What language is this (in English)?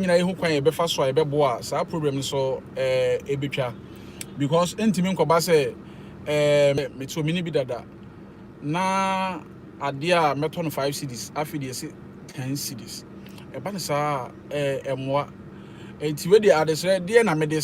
Akan